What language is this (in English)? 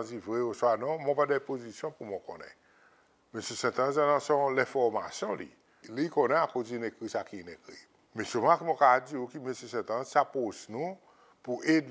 Seselwa Creole French